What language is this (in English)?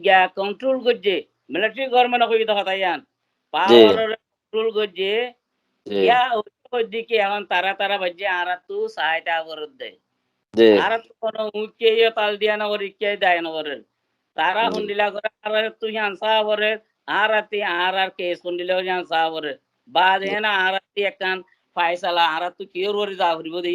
Rohingya